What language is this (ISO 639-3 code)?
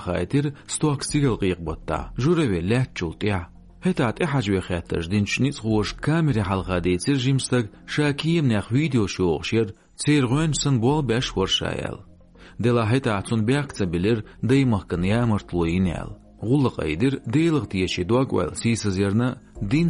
che